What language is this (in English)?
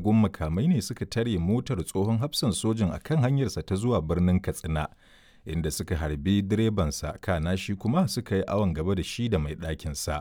Hausa